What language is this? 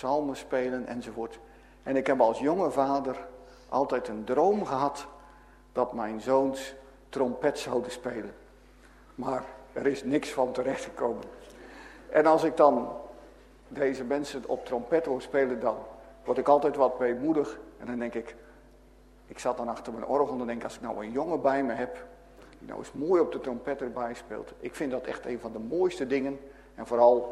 Dutch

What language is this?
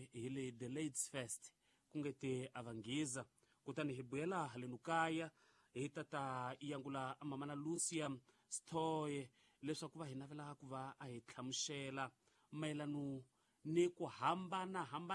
Tsonga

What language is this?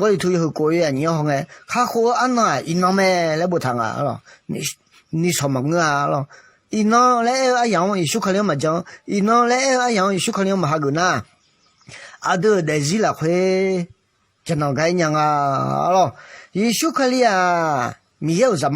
Akha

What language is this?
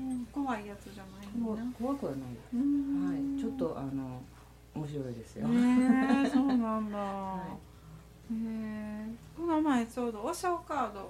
Japanese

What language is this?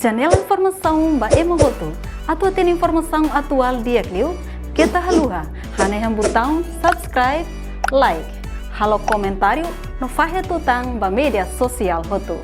Tetum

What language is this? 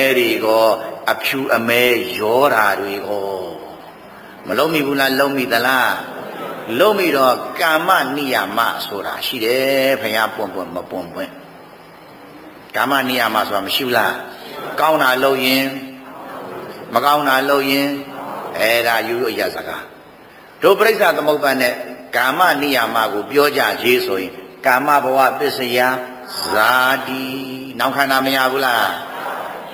Burmese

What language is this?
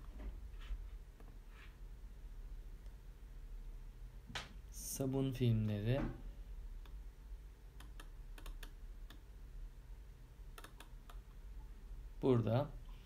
Turkish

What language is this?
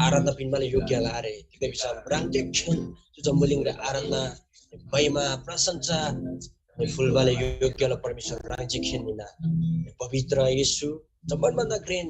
Eastern Tamang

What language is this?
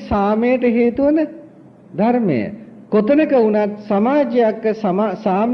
Sinhala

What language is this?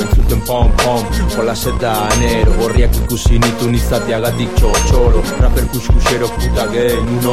Basque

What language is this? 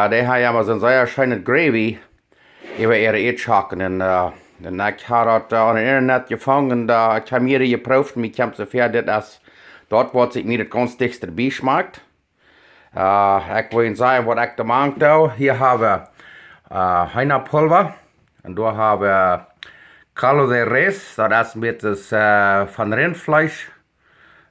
Plautdietsch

